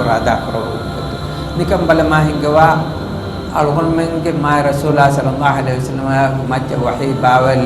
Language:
Divehi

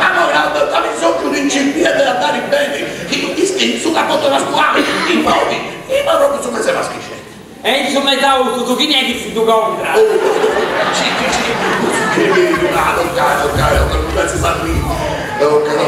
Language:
Sardinian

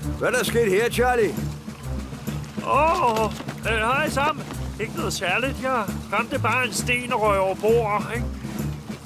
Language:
Danish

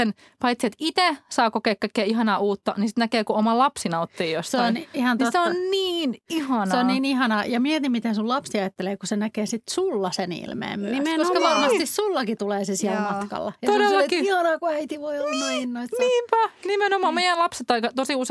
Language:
Finnish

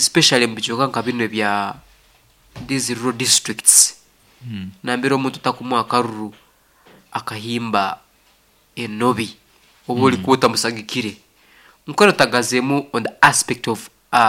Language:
Nyankole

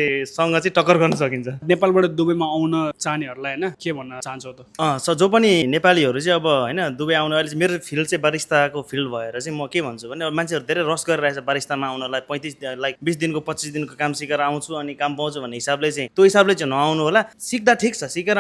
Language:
Nepali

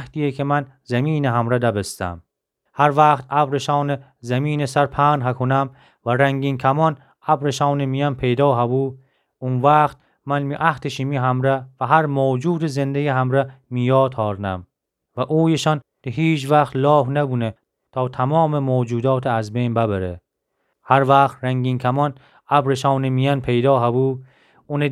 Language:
Gilaki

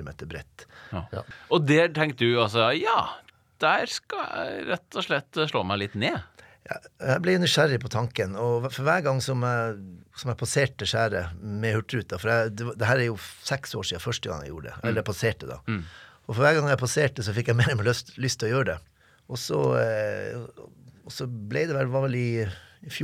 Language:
Norwegian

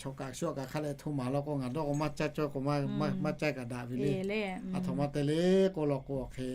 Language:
Lahu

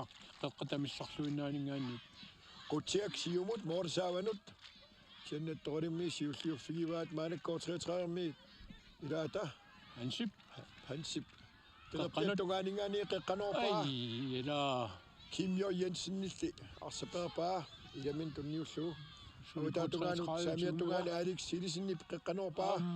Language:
Kalaallisut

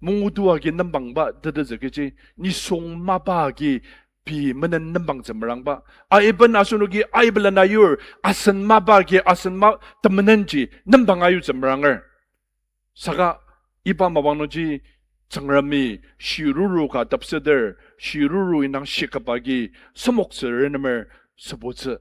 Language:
Ao Naga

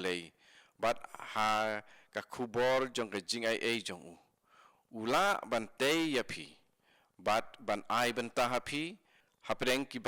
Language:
Khasi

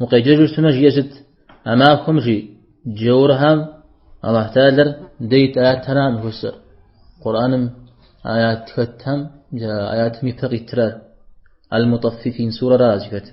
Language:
Kabardian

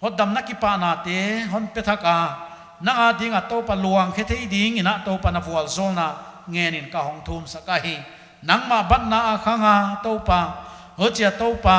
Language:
Paite Chin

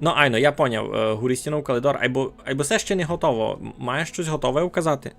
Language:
Rusyn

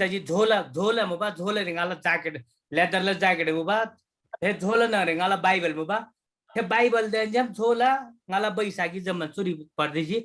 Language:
Eastern Tamang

